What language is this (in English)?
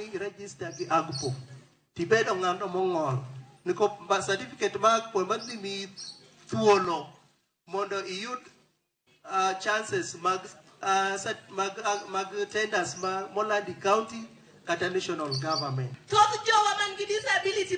Luo (Kenya and Tanzania)